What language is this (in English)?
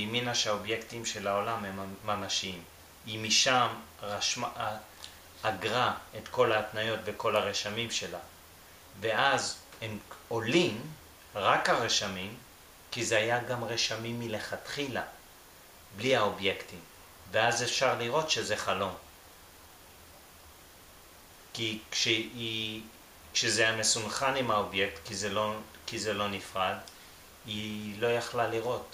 Hebrew